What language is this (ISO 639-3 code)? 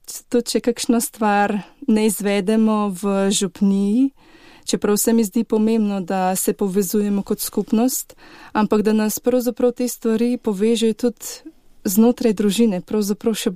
slv